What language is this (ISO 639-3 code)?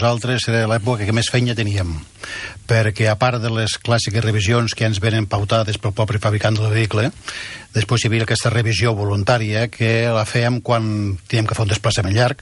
cat